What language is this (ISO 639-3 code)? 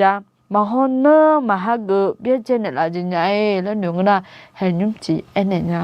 ahk